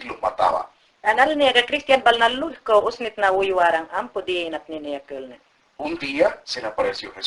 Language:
Mayangna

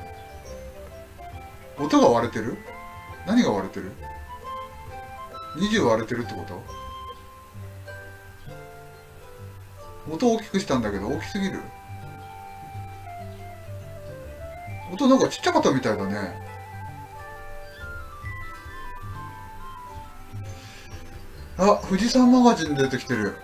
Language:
Japanese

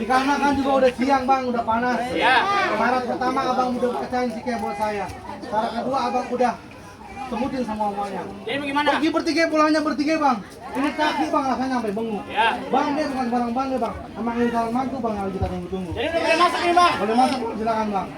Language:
Betawi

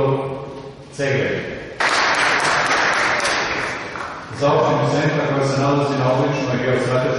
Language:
Serbian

